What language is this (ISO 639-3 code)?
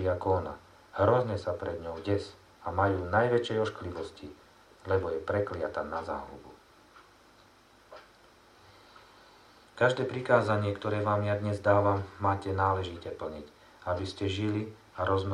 slk